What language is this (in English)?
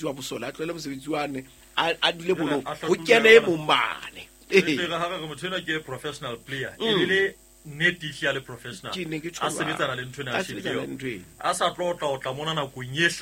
Southern Sotho